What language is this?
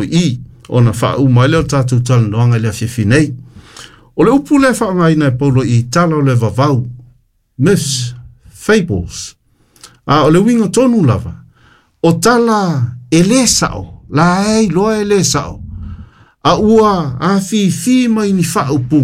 Samoan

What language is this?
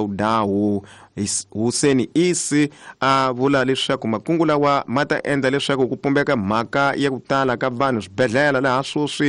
Tsonga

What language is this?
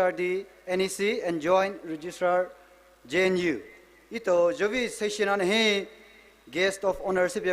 Poumei Naga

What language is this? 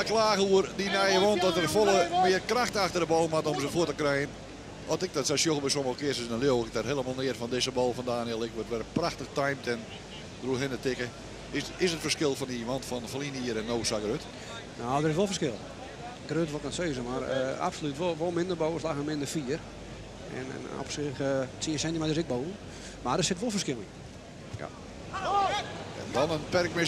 Western Frisian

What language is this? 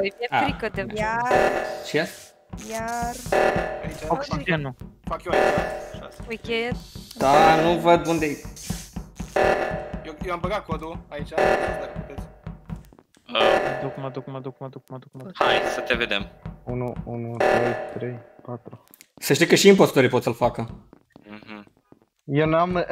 Romanian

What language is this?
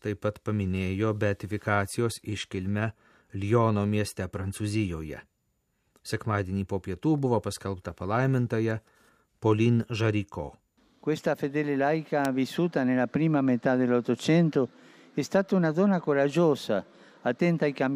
Lithuanian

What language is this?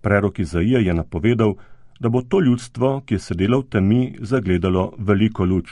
Slovenian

